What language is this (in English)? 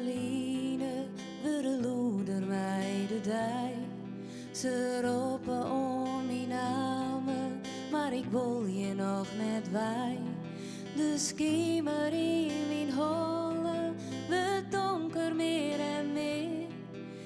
Western Frisian